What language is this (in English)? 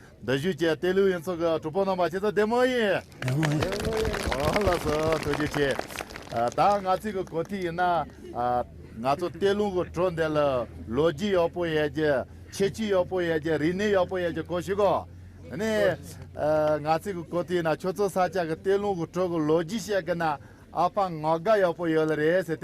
Tibetan